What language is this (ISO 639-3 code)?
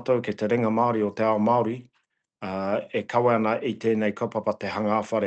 mri